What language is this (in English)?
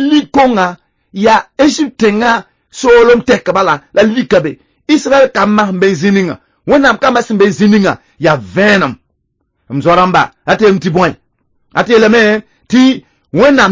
Mossi